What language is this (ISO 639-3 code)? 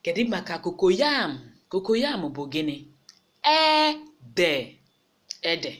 ibo